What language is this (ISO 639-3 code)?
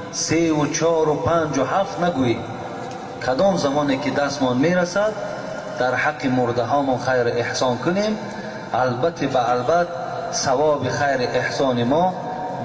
tgk